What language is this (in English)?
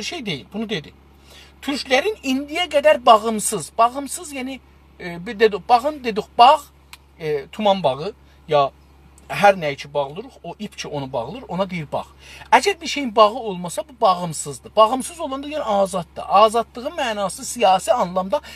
South Azerbaijani